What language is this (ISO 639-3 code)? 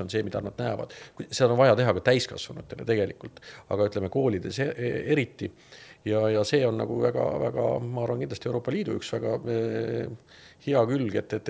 est